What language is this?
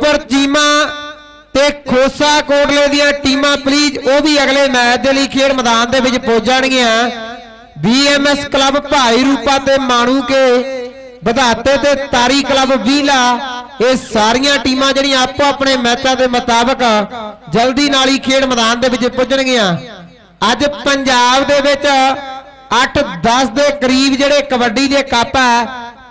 Punjabi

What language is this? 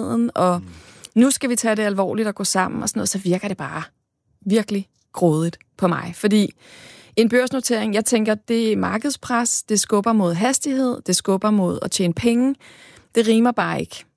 Danish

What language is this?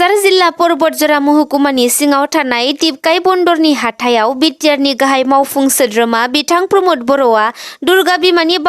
Bodo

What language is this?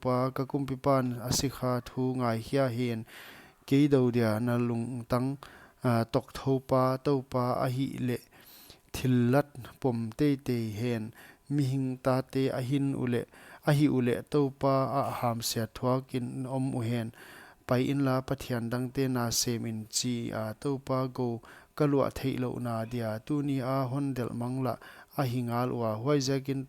Paite Chin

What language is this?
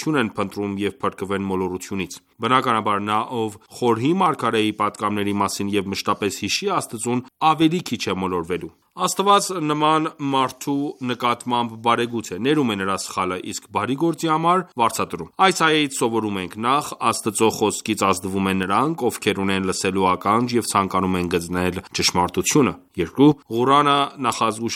Armenian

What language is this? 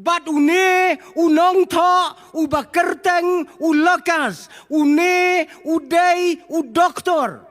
Khasi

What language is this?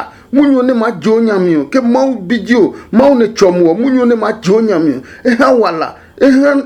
Adangme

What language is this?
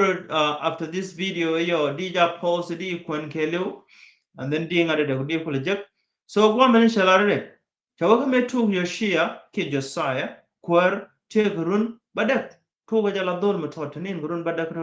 Nuer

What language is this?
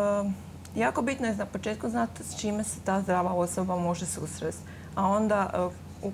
Croatian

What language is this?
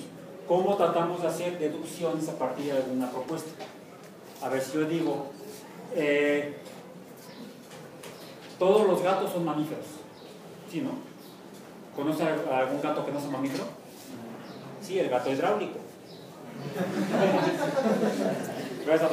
Spanish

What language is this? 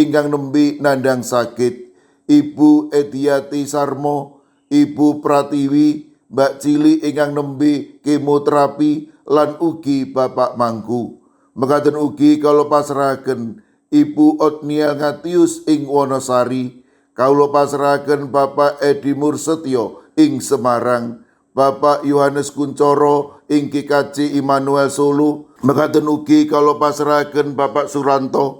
Javanese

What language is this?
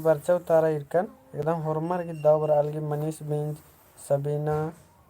Kurukh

